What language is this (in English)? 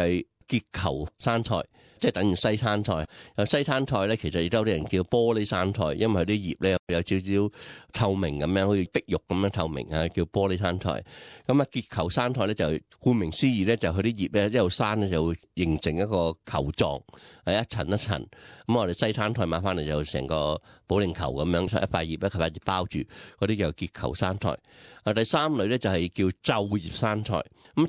Cantonese